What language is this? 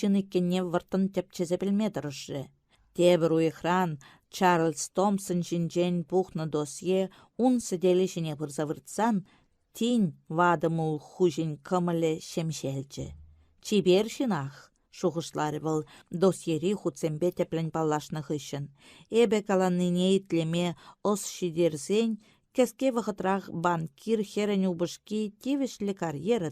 Chuvash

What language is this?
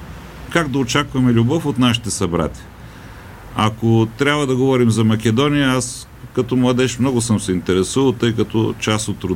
Bulgarian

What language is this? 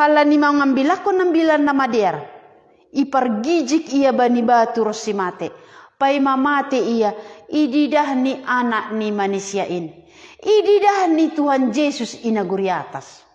Batak Simalungun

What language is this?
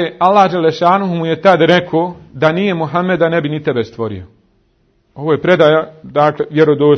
Bosnian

